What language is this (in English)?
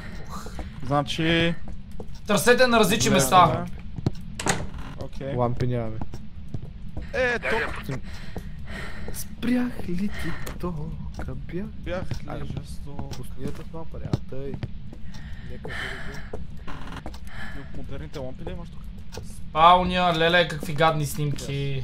Bulgarian